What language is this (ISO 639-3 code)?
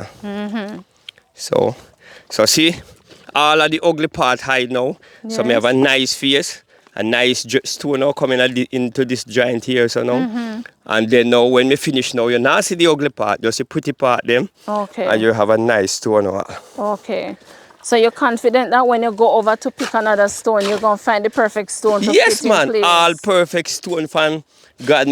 jam